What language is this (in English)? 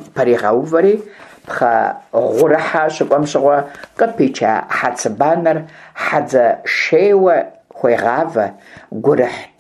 Kabardian